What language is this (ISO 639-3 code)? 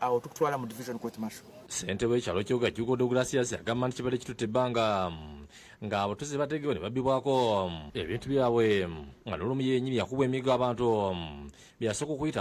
lug